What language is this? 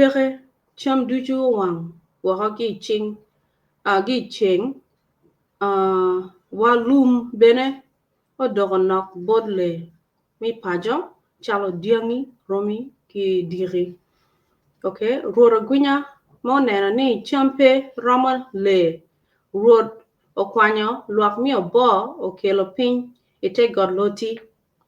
Acoli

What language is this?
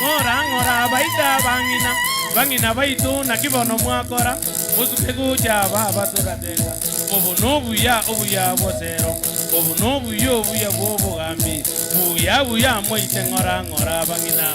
Gusii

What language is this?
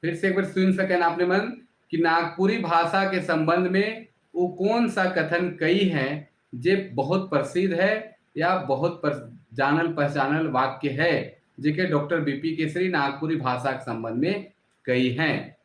Sadri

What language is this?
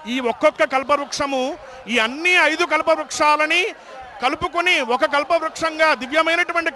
Telugu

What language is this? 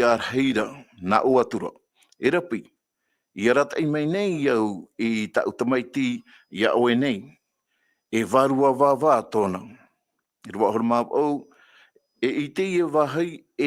Tahitian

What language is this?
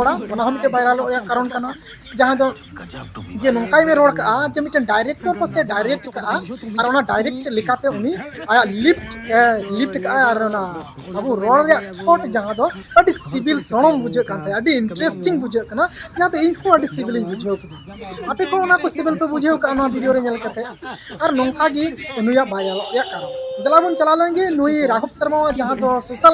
Santali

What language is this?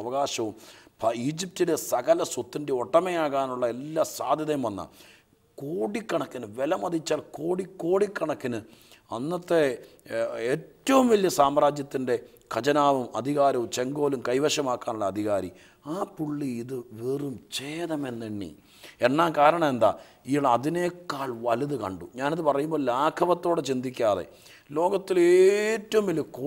Malayalam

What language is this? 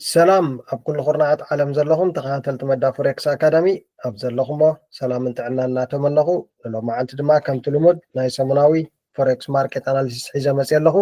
Tigrinya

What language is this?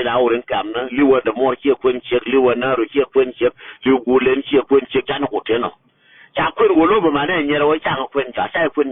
Nuer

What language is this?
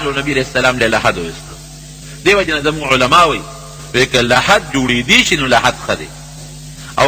Pashto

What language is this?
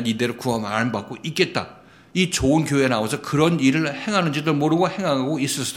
Korean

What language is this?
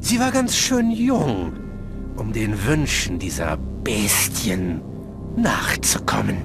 Bavarian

